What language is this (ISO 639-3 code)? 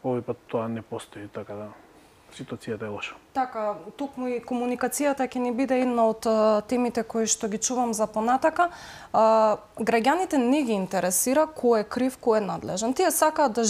mkd